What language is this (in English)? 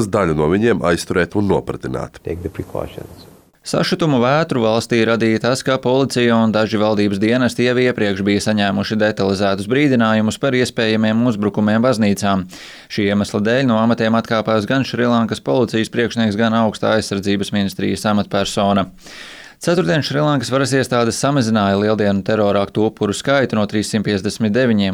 Latvian